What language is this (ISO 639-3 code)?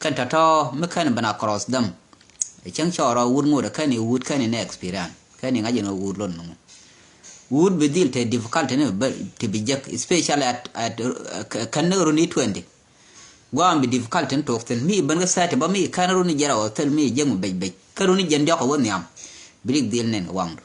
nus